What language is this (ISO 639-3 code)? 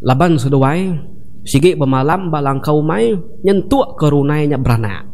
iba